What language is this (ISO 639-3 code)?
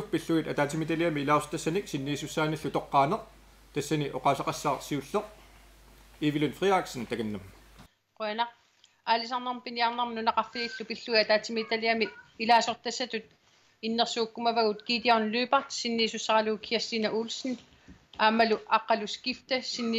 kal